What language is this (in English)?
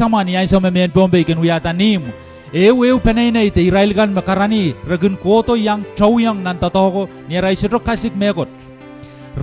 Pohnpeian